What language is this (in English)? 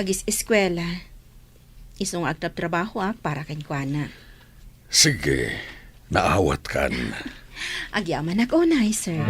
Iloko